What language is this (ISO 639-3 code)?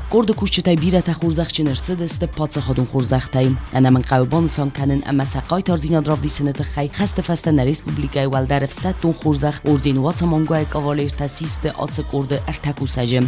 oss